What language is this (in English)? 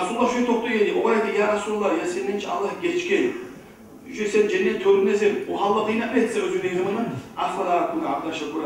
Kumyk